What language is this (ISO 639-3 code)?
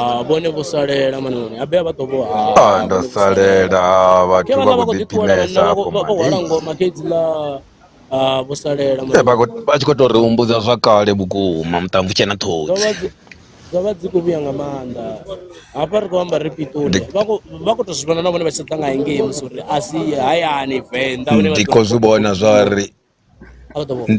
ven